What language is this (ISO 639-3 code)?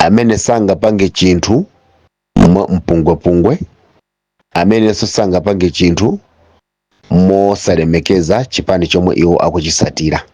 nya